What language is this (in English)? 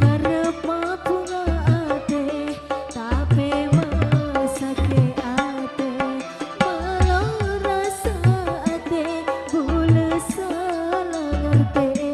Madurese